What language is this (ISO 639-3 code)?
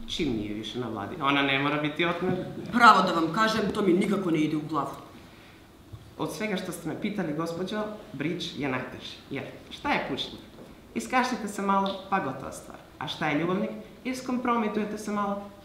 srp